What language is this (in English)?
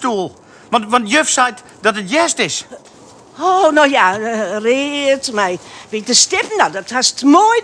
Western Frisian